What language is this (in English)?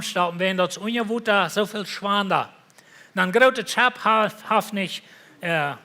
Plautdietsch